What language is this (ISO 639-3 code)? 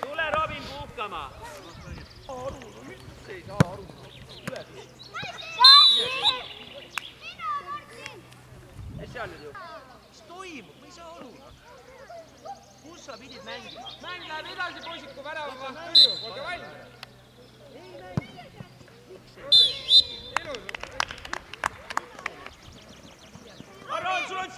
est